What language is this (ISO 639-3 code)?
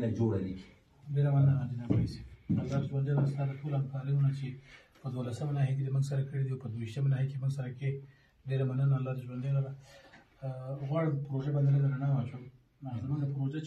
pus